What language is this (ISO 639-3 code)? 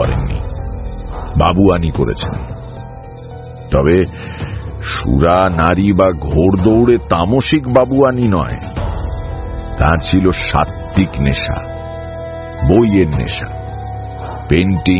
ben